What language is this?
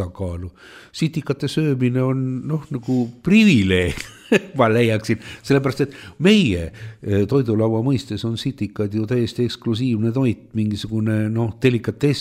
Estonian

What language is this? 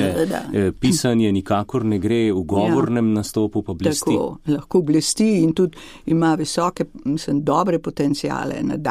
Slovenian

